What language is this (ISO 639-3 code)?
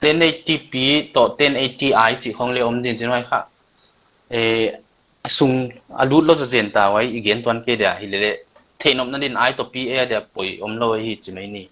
pck